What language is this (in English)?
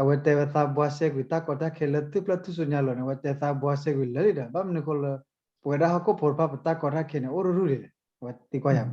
S'gaw Karen